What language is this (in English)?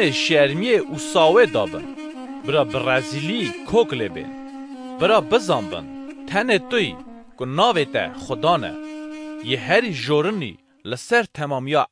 Kurdish